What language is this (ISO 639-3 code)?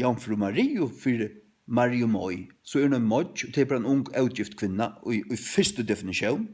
fao